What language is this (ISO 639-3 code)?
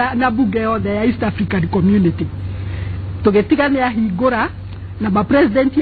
kik